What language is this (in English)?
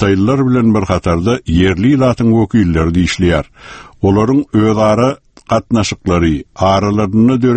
Turkmen